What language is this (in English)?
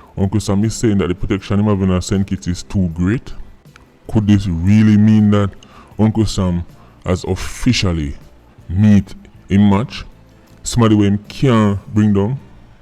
Jamaican Creole English